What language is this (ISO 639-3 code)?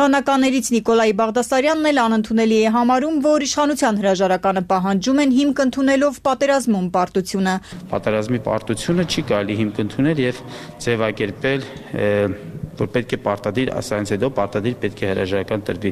hye